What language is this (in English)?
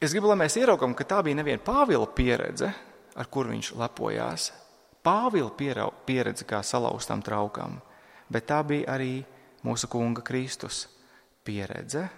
Latvian